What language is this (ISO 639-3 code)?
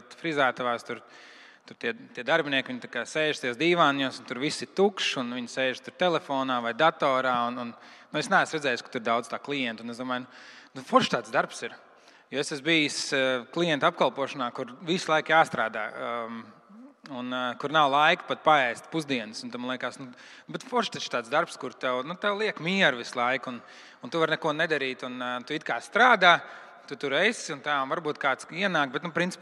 lav